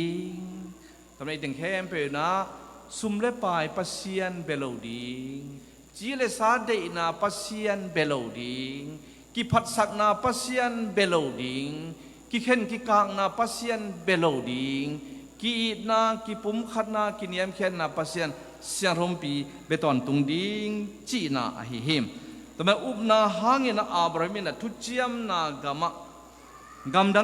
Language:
Tedim Chin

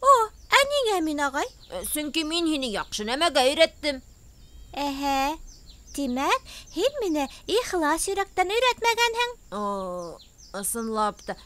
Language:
Bashkir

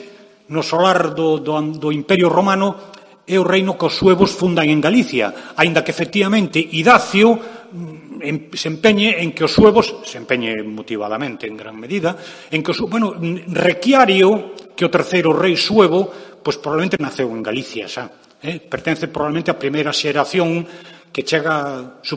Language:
Galician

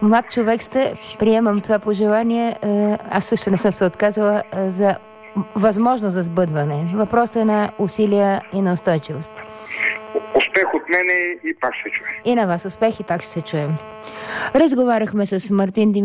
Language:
Bulgarian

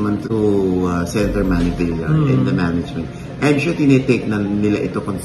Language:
Filipino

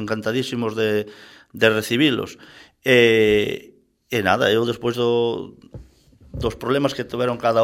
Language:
Galician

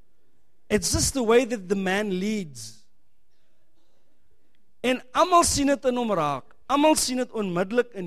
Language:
Afrikaans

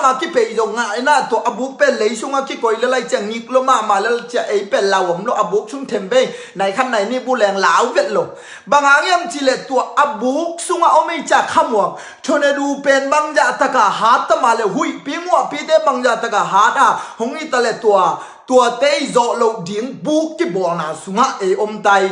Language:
Tedim Chin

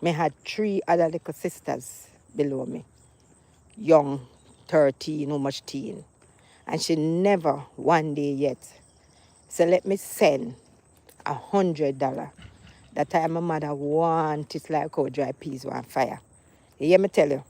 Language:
Jamaican Creole English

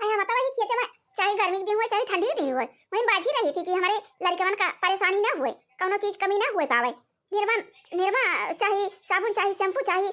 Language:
Awadhi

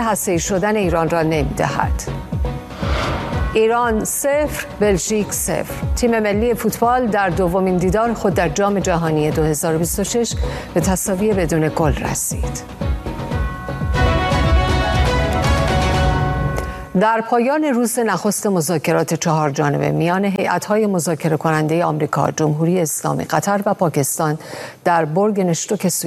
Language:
Persian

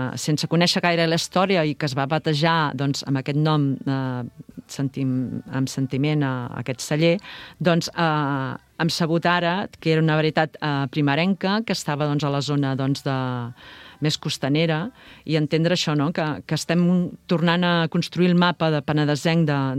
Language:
Catalan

